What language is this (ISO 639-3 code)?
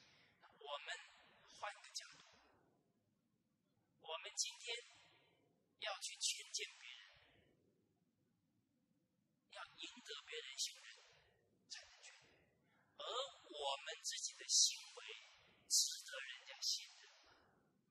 zho